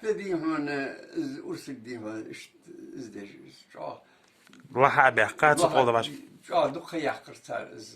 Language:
Ingush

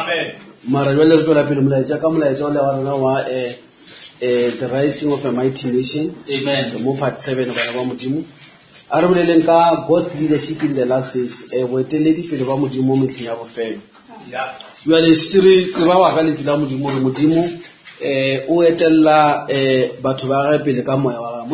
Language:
Northern Sotho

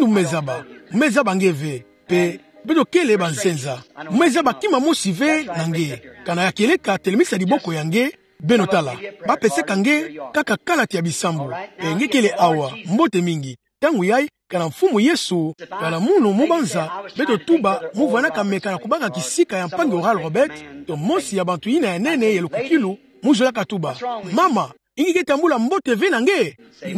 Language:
Kituba (Democratic Republic of Congo)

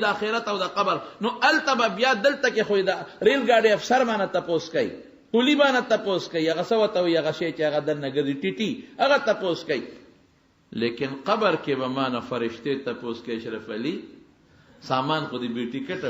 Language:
Pashto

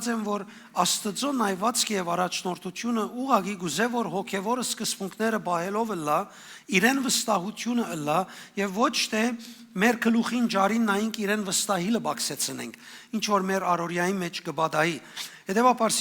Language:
Western Armenian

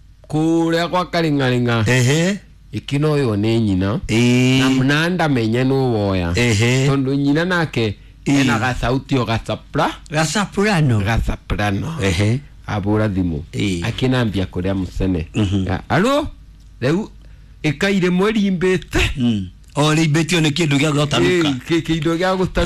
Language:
Kikuyu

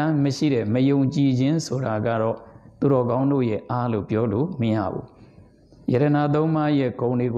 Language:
Burmese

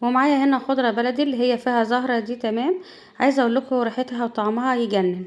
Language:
Egyptian Arabic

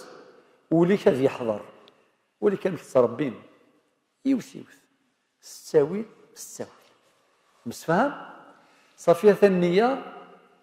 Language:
Kabyle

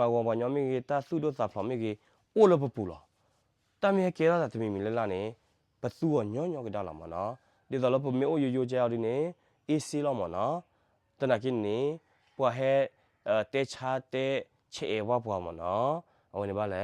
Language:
S'gaw Karen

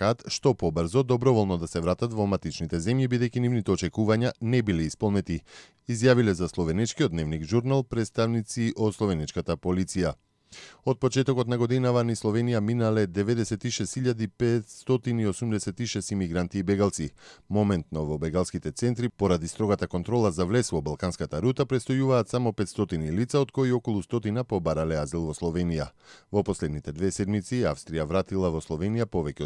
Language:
Macedonian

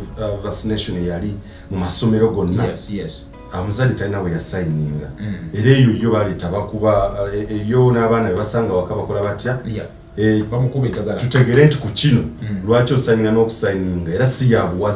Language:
Ganda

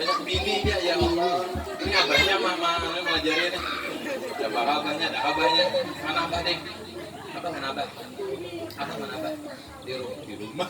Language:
Banjar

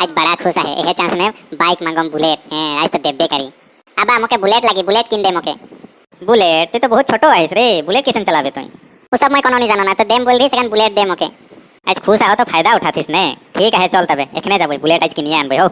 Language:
Sadri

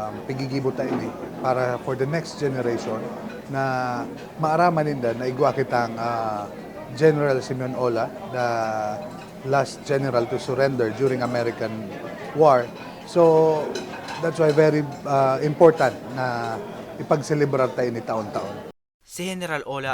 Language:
Bikol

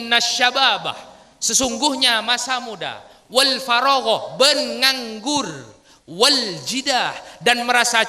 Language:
Madurese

